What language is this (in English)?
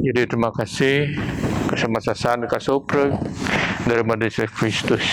Biatah Bidayuh